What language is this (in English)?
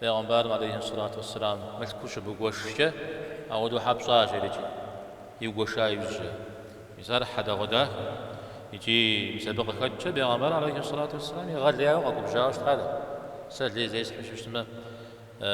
Kabardian